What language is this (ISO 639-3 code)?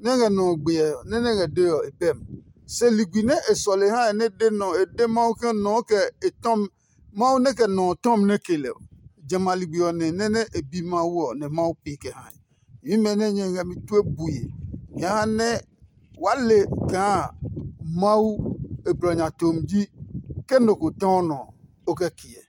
ada